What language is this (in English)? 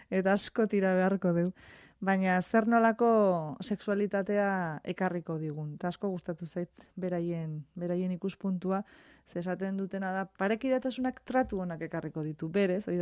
Basque